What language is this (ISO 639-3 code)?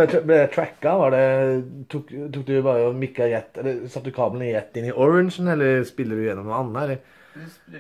nor